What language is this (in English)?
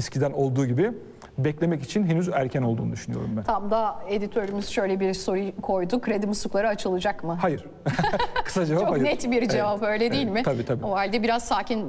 Turkish